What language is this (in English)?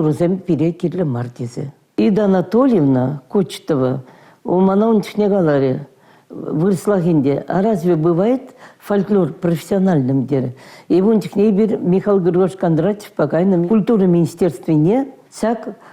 Chuvash